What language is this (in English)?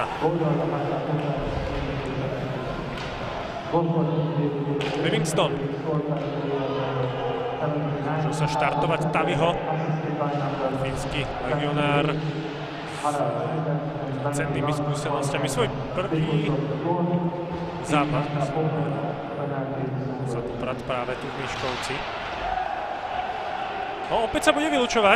Slovak